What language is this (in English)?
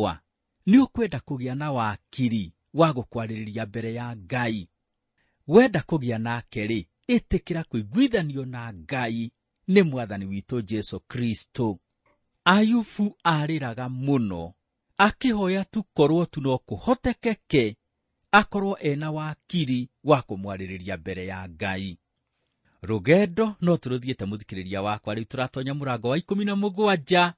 Kikuyu